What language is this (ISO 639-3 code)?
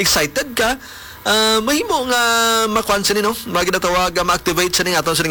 hil